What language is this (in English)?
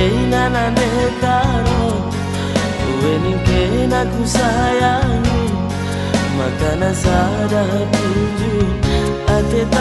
Batak Karo